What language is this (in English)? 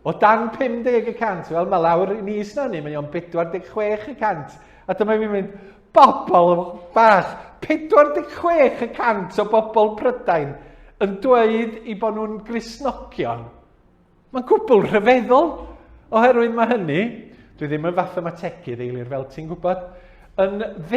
Welsh